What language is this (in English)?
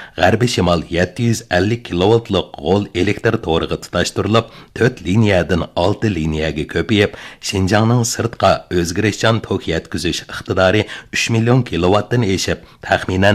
Uyghur